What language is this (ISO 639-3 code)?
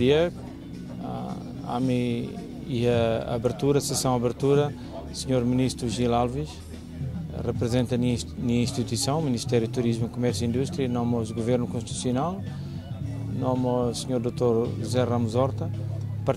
tet